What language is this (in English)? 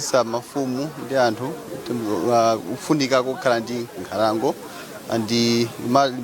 Nyanja